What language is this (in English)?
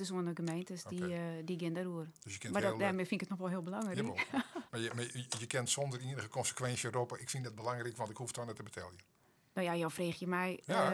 Western Frisian